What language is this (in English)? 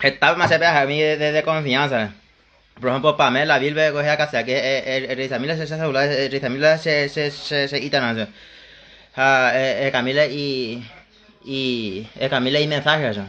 Guarani